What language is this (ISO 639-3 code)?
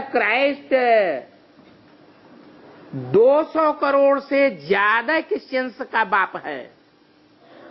hin